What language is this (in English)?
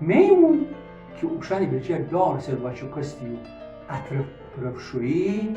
Gilaki